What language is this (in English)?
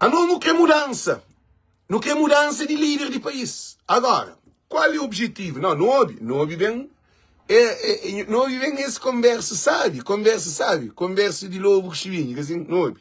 Kabuverdianu